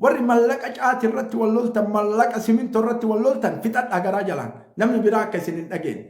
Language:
Oromo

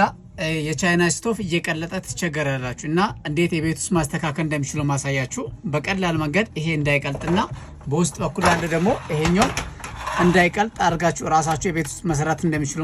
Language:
Amharic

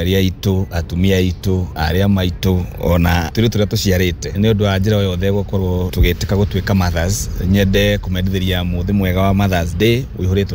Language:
Kikuyu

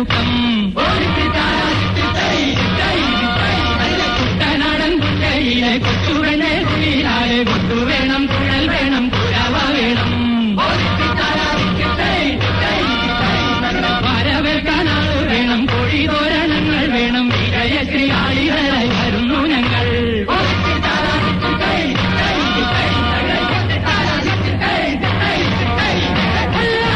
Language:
Malayalam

